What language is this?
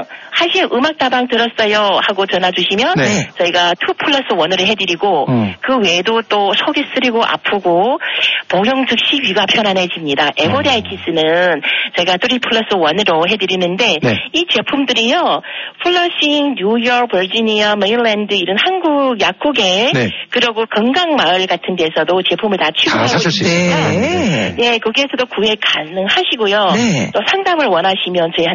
Korean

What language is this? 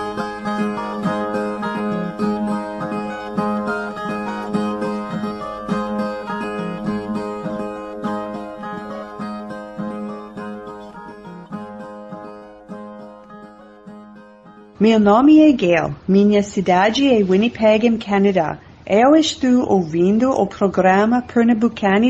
Portuguese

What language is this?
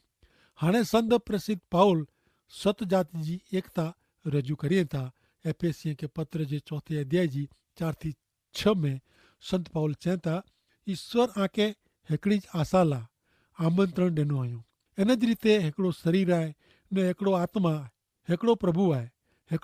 Kachhi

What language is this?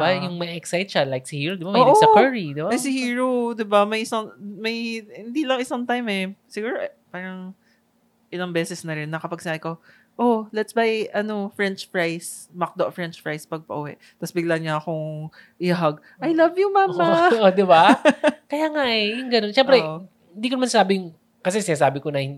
Filipino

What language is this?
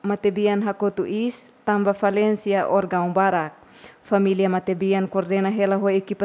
Tetum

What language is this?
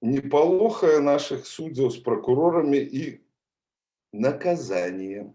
Belarusian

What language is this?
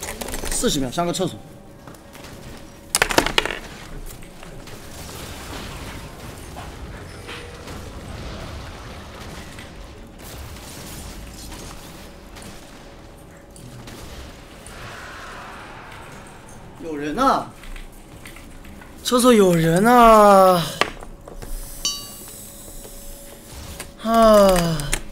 Chinese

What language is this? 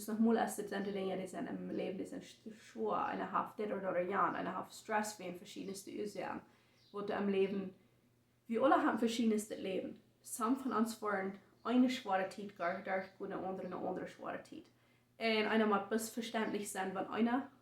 Plautdietsch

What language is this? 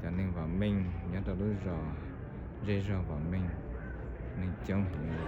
Hmong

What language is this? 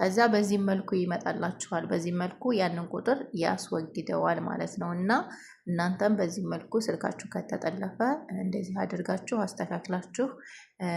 Amharic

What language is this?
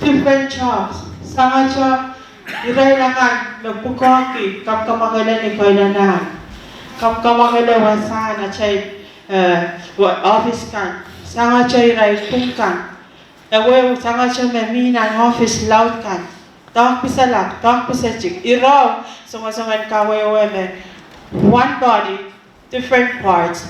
Pohnpeian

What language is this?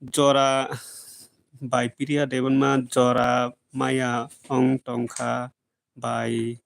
Kok Borok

